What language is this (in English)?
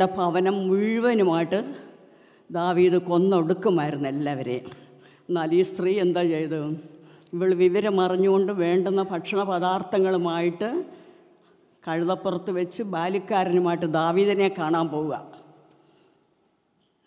Malayalam